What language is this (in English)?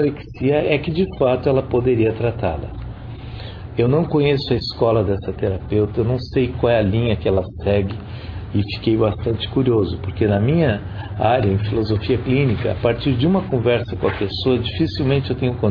Portuguese